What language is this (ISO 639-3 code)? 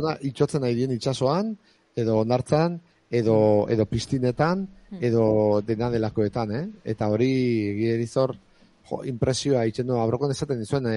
eus